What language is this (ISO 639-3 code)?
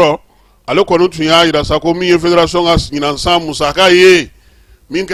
bam